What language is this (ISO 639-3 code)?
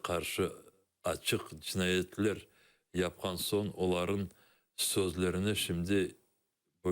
crh